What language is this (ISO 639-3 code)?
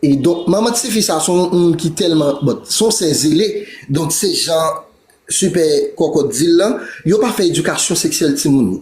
hat